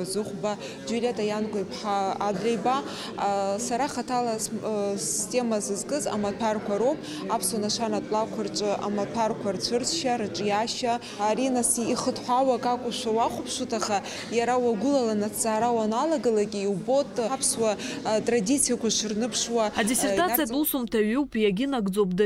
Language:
Abkhazian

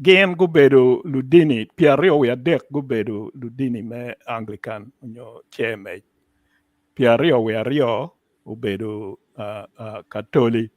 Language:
Acoli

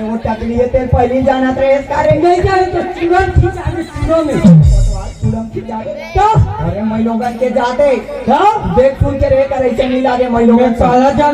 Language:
Chhattisgarhi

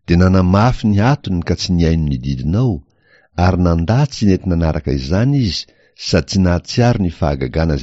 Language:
Malagasy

